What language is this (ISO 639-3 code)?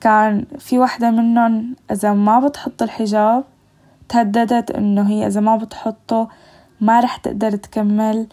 apc